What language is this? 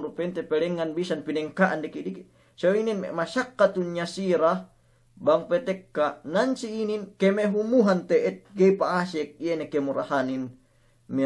Yakan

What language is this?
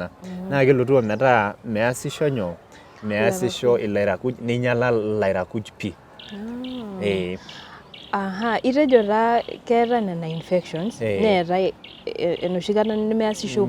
Masai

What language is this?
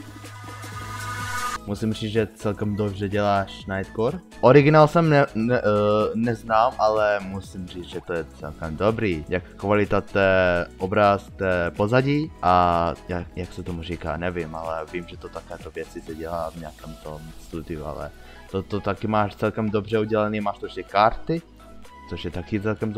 Czech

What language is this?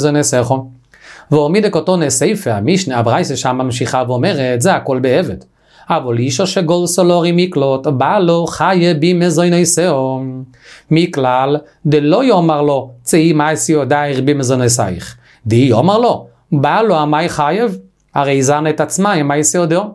Hebrew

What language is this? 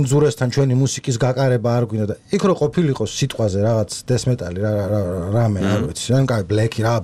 Georgian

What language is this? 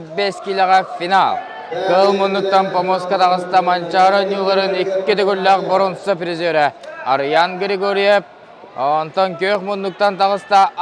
Yakut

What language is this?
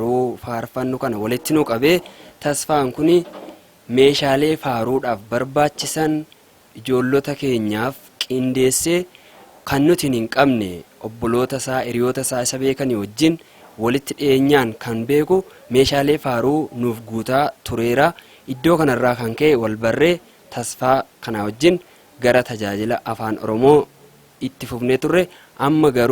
Oromo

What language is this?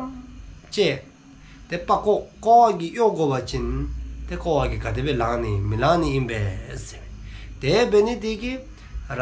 Dzongkha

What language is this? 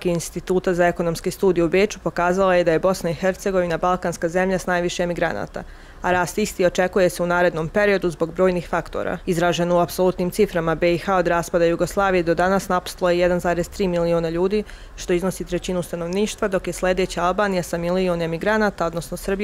Bosnian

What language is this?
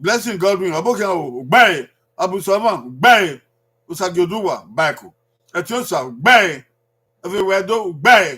Bini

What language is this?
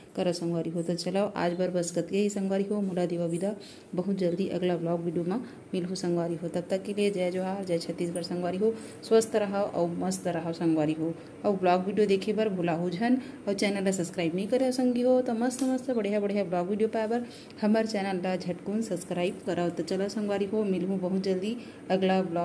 Chhattisgarhi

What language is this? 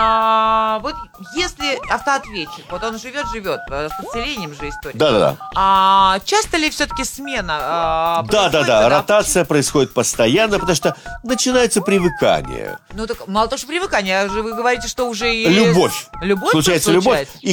Russian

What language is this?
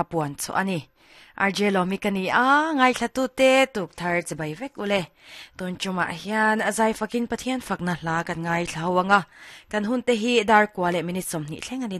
Mizo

